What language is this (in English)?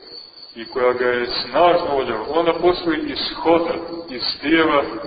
Serbian